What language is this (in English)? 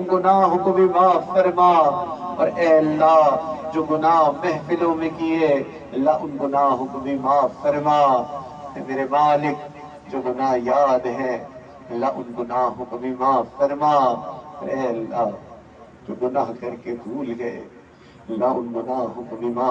Urdu